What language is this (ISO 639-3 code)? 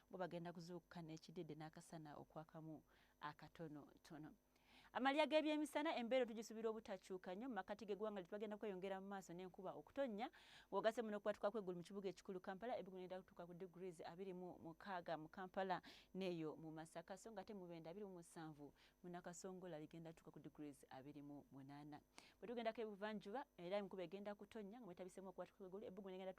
lug